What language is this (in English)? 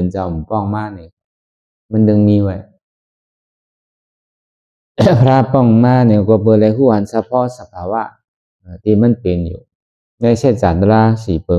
Shan